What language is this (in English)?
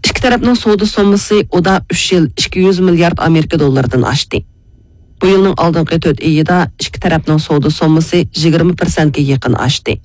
Uyghur